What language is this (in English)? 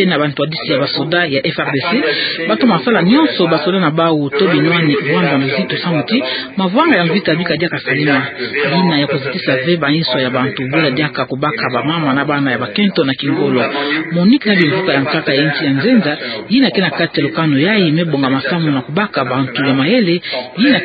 Kituba (Democratic Republic of Congo)